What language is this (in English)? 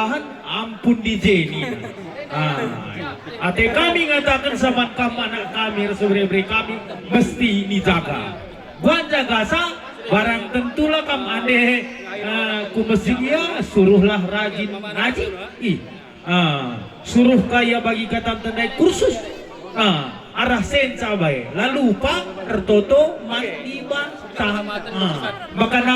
Batak Karo